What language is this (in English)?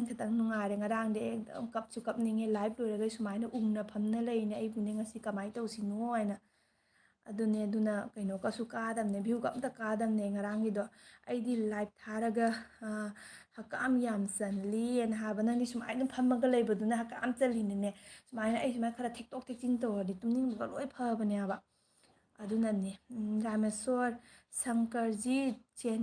Manipuri